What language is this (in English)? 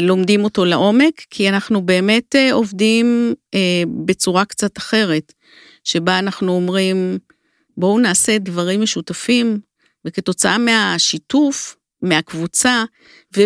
Hebrew